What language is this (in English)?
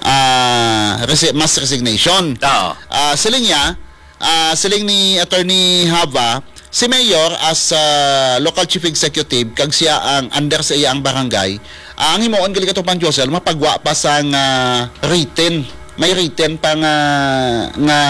Hiligaynon